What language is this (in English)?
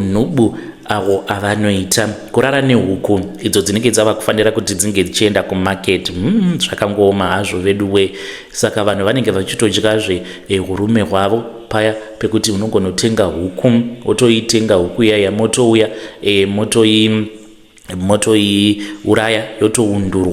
Shona